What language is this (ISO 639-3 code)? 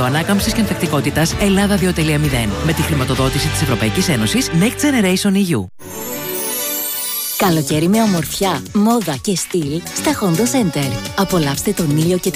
ell